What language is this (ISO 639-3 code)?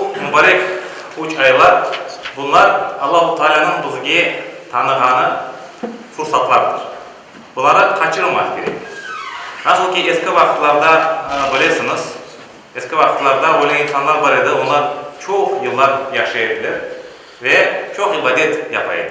crh